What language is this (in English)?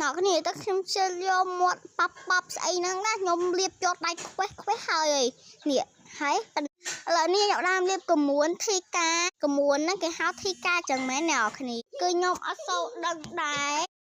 Khmer